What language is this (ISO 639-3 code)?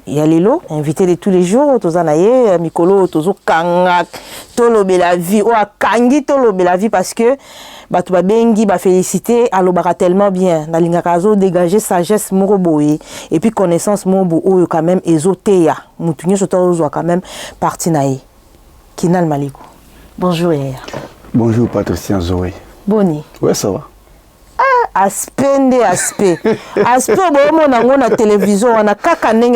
lin